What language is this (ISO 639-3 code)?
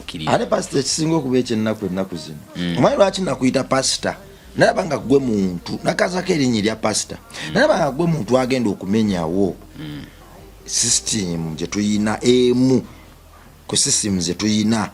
lug